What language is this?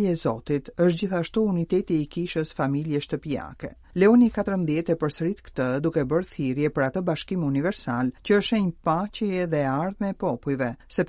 Albanian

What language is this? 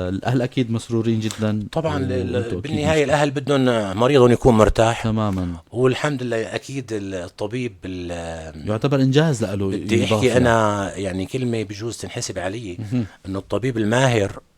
North Levantine Arabic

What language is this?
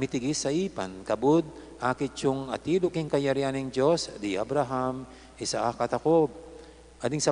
Pampanga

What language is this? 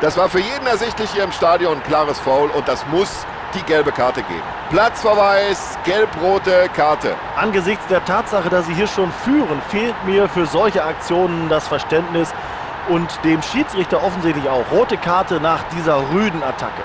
Bavarian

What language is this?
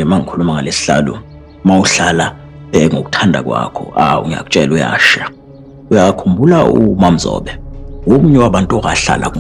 Zulu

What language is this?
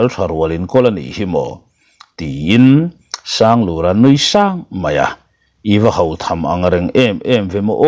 Mizo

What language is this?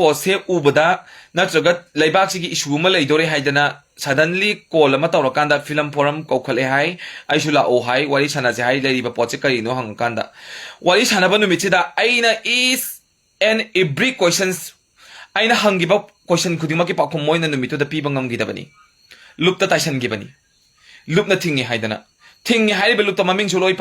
Manipuri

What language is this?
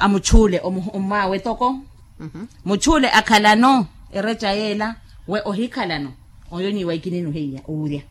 Makhuwa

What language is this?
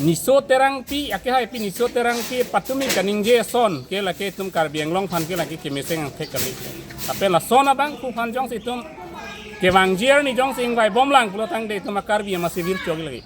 Karbi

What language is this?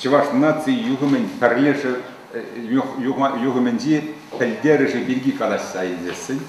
Chuvash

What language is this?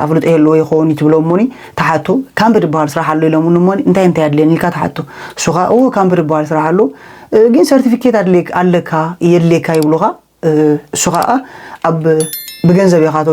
Tigrinya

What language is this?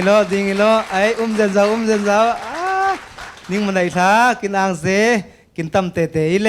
Falam Chin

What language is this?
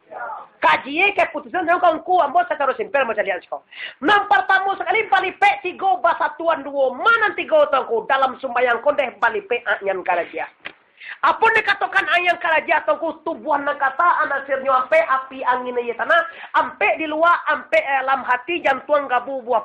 Minangkabau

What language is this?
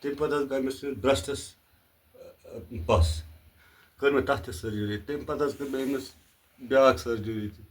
Kashmiri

